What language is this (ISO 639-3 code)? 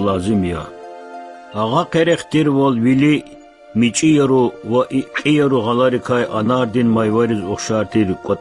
lez